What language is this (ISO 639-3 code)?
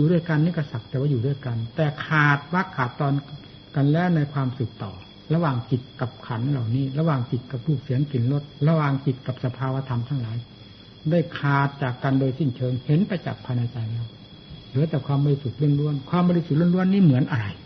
tha